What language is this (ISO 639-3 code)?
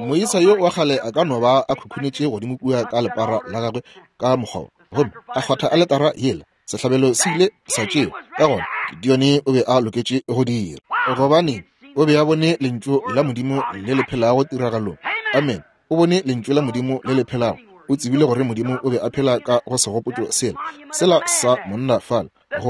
nso